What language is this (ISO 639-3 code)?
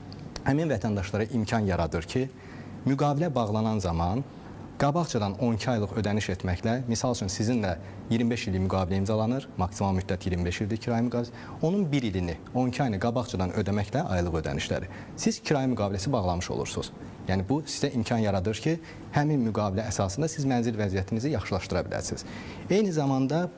aze